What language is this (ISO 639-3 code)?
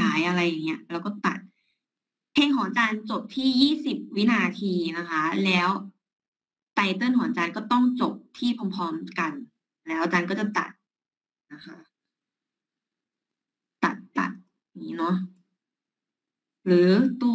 tha